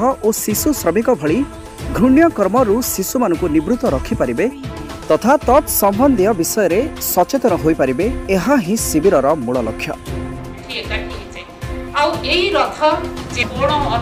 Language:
Odia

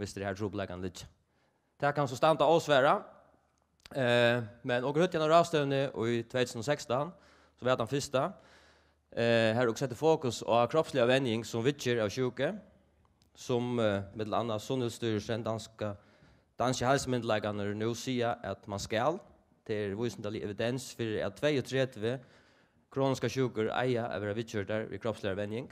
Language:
Faroese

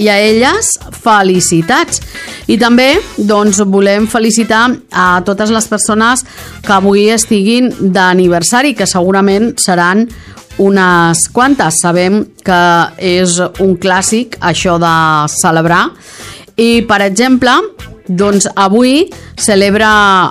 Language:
Catalan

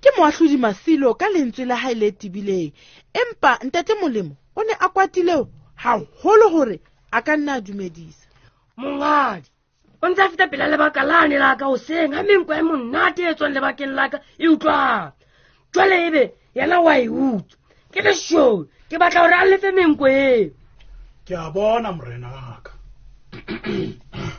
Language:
Southern Sotho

